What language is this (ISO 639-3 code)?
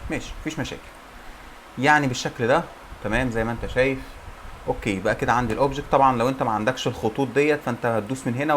arz